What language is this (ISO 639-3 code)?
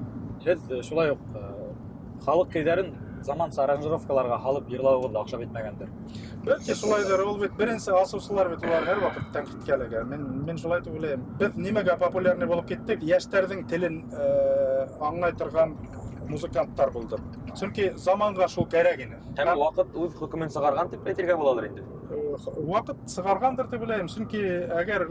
bak